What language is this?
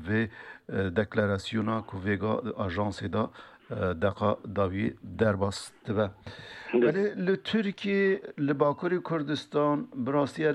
Kurdish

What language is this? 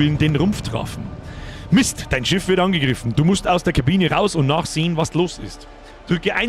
Bavarian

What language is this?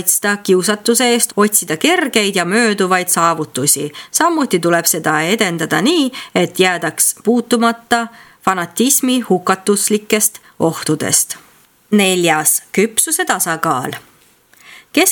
Estonian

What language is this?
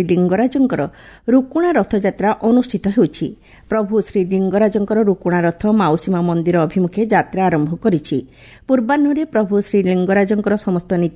Odia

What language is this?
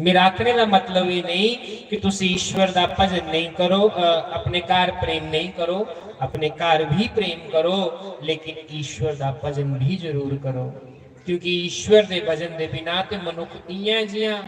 Dogri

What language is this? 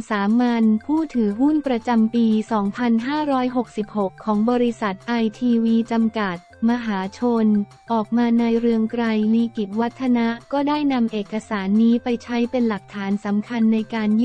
Thai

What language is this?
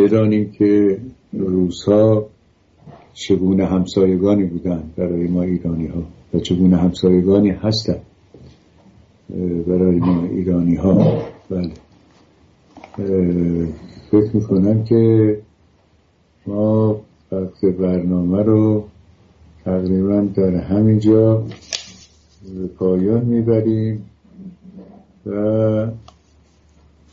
Persian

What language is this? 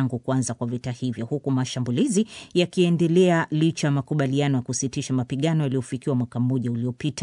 Swahili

